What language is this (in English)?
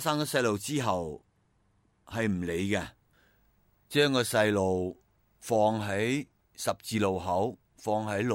Cantonese